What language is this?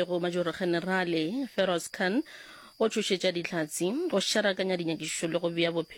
Northern Sotho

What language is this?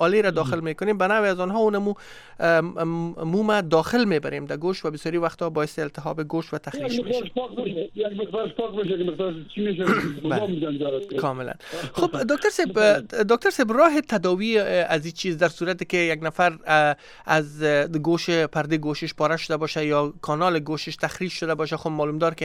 Persian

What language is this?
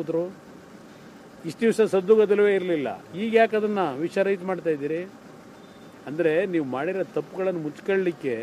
Kannada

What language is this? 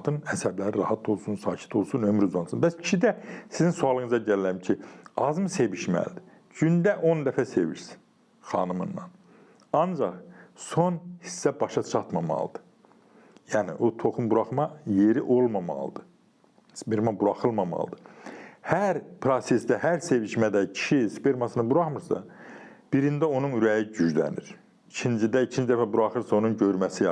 Azerbaijani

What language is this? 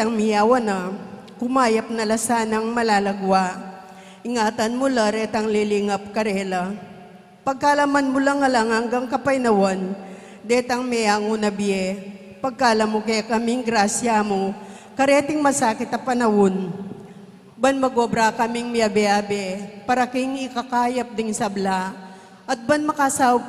Pampanga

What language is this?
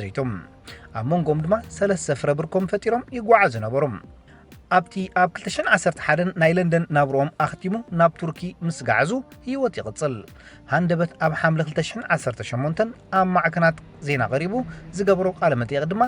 Tigrinya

